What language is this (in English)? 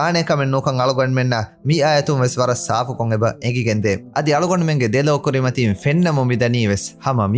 Divehi